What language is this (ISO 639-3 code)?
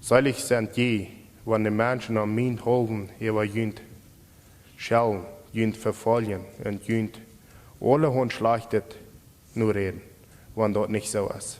pdt